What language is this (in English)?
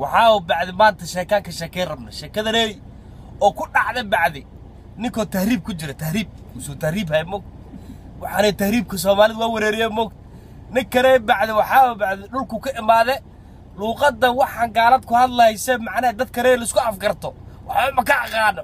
Somali